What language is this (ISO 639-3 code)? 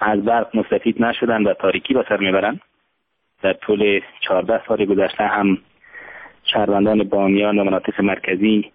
fas